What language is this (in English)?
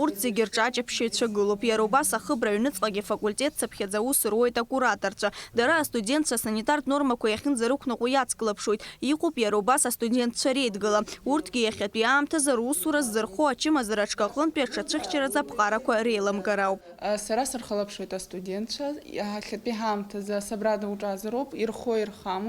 Abkhazian